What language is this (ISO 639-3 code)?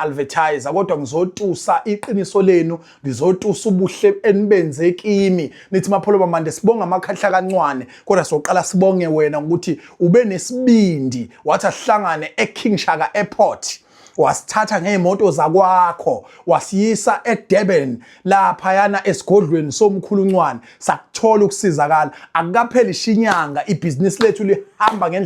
zul